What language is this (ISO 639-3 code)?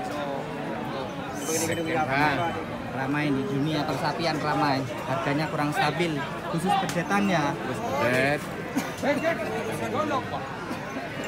ind